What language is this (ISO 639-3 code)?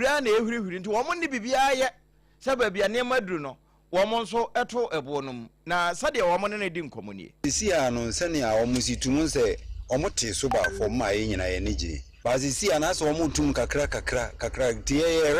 aka